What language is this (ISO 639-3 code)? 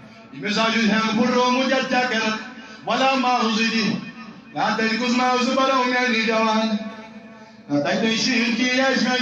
kas